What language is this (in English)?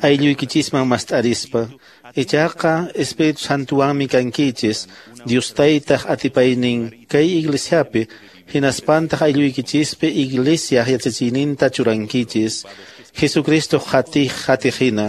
Quechua